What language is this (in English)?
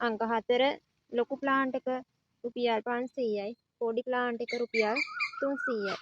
Sinhala